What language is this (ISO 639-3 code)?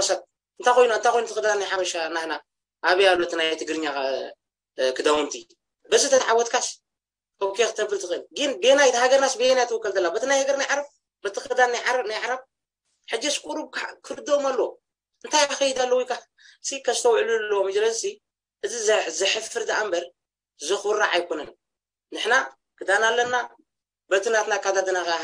tir